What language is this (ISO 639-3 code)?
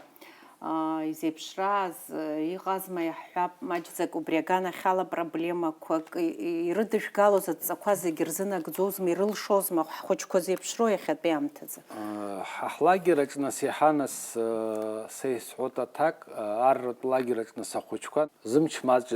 abk